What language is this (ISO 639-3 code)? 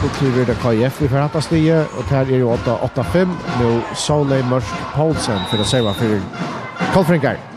fao